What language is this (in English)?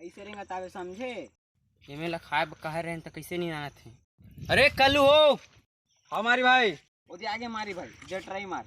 Chhattisgarhi